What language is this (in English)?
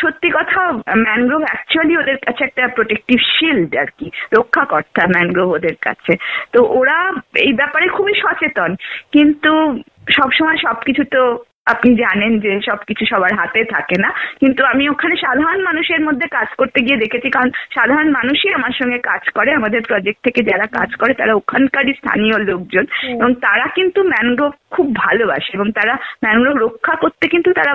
Bangla